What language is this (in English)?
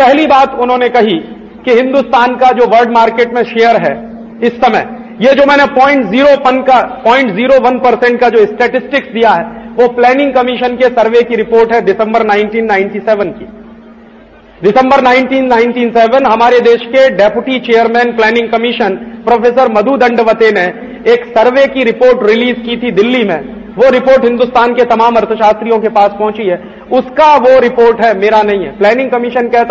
Hindi